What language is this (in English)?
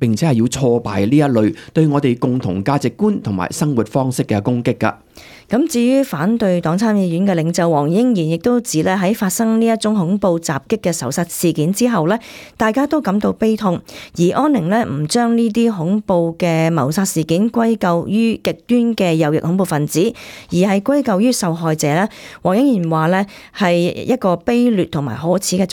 Cantonese